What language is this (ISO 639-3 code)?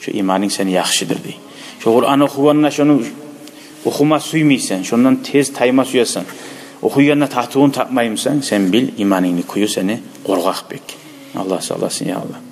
kum